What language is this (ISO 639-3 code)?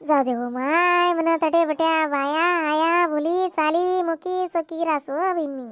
khn